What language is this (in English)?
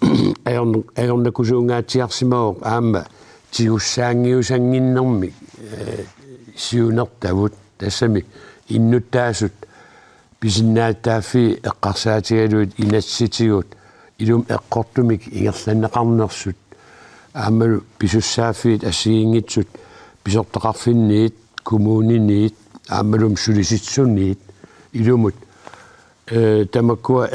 Kalaallisut